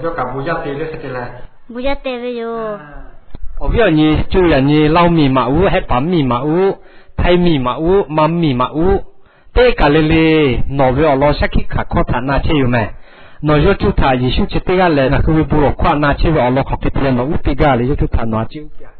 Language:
Lahu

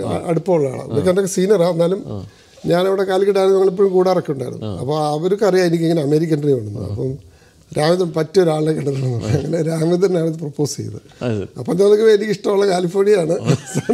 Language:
Malayalam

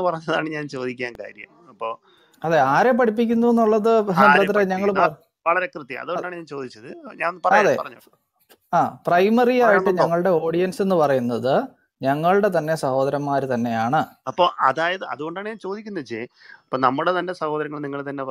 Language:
Malayalam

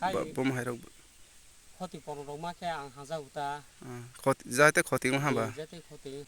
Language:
Kok Borok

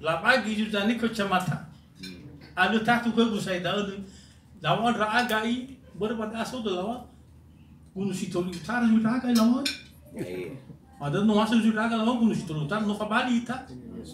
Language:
Nias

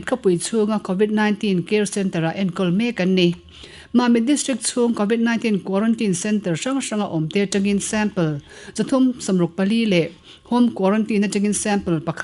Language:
Mizo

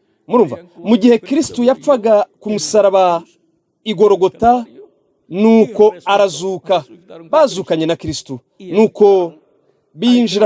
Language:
Kinyarwanda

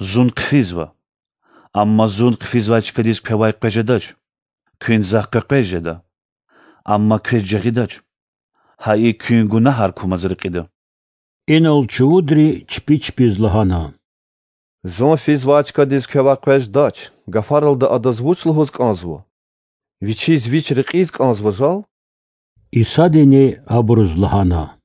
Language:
Lezghian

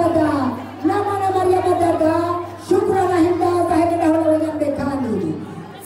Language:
Swahili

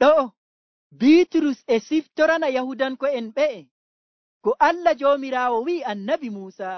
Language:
Nigerian Fulfulde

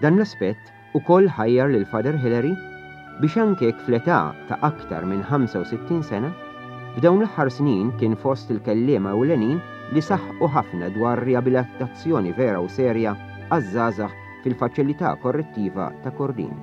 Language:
Maltese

